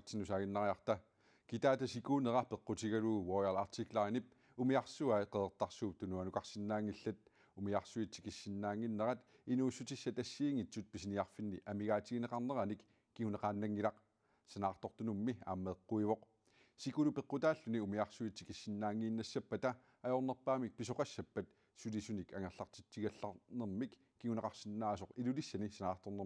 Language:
Kalaallisut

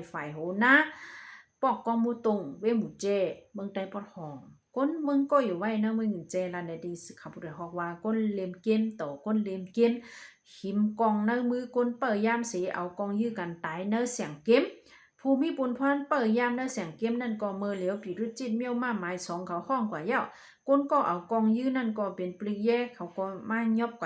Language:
Shan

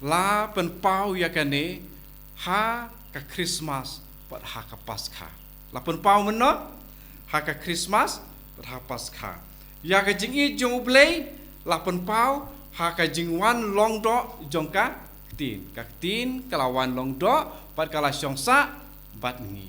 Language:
Khasi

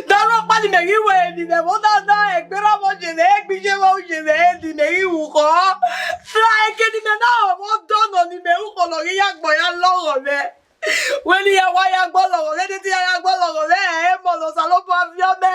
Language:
Bini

